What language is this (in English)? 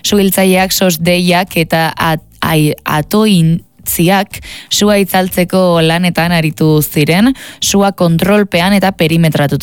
Basque